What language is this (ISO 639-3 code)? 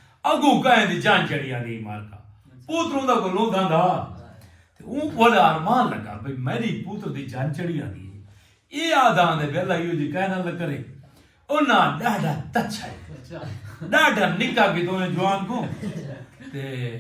skr